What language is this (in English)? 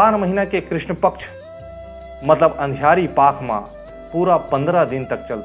Chhattisgarhi